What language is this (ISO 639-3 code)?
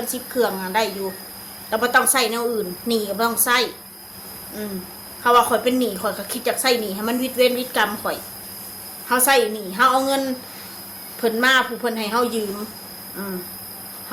tts